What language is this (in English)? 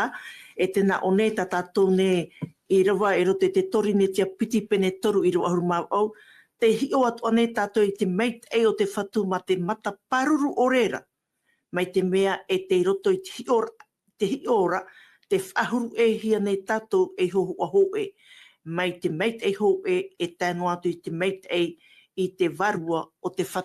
Tahitian